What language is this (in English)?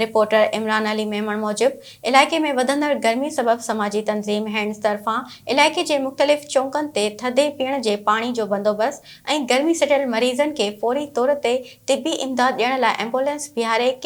Sindhi